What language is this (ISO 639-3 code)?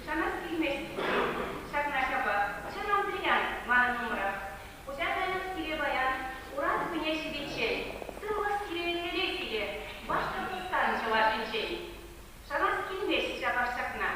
chv